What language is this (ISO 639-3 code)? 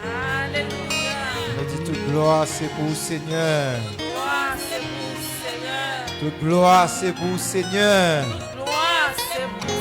hat